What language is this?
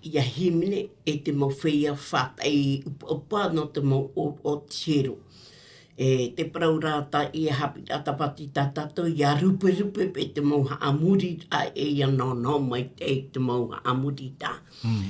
Tahitian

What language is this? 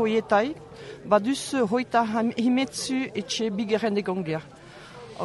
Basque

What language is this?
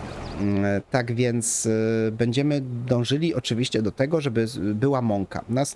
Polish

